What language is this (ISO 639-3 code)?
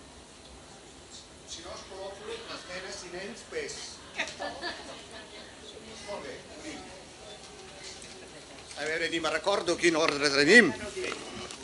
cat